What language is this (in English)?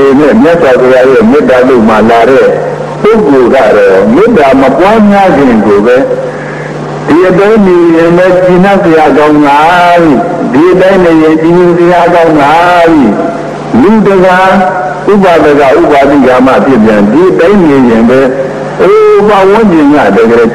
Burmese